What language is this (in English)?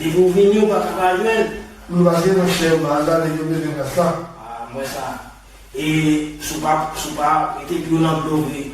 Haitian Creole